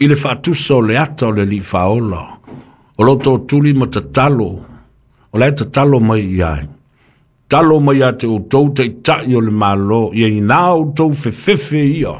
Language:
Samoan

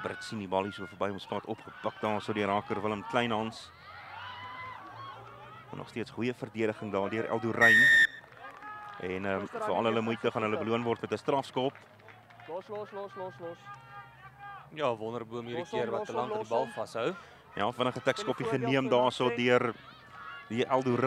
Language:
Afrikaans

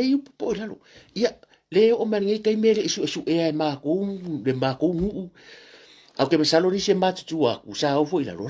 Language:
Samoan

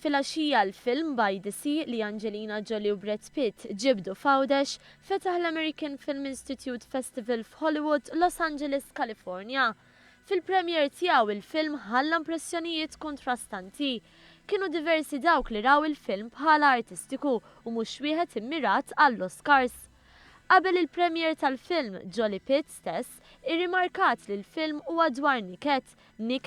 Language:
Maltese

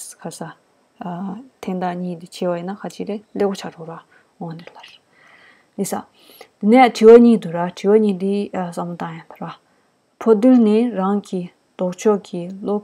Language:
Tibetan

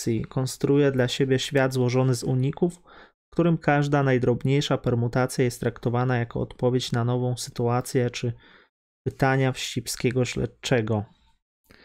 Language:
Polish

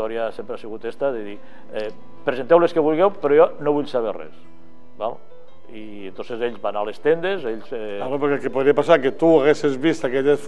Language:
Catalan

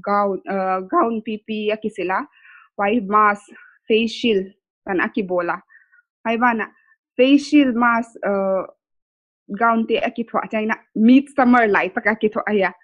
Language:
Paite Chin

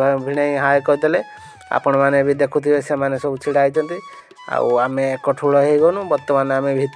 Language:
Odia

